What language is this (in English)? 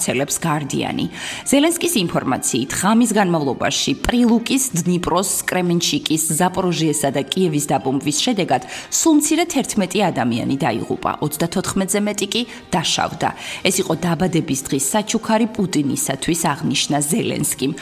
Georgian